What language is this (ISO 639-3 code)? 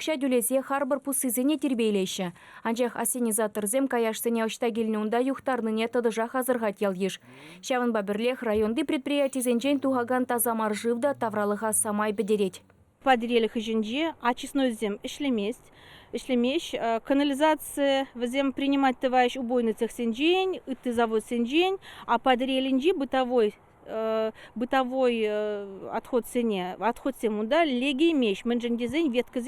chv